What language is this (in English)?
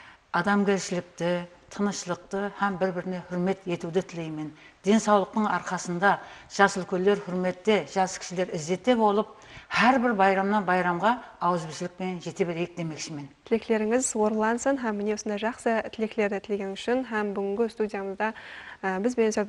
Kara-Kalpak